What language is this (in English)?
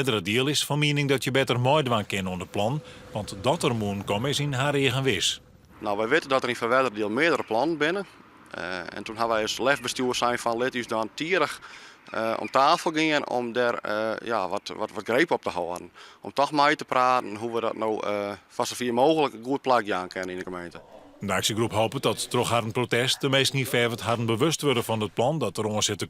Western Frisian